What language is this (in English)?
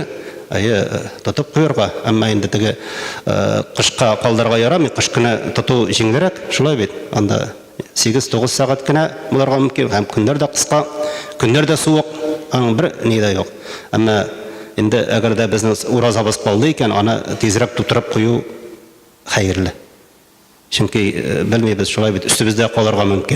Tatar